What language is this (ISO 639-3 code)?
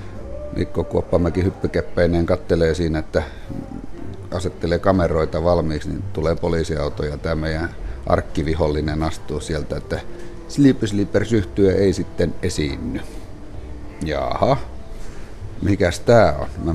fin